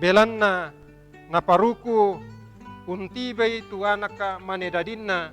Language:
Toraja-Sa'dan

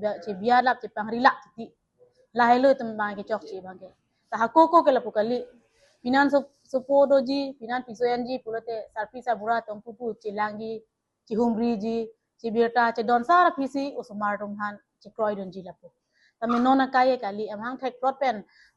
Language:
Karbi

